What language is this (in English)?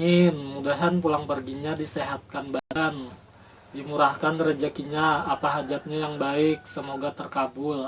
Banjar